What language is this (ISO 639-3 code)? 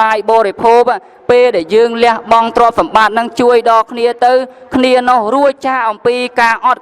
khm